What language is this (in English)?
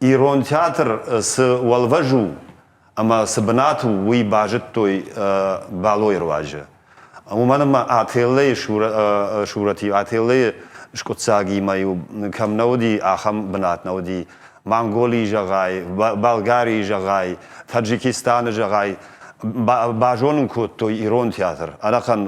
Ossetic